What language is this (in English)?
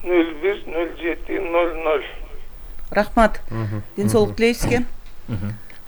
Kyrgyz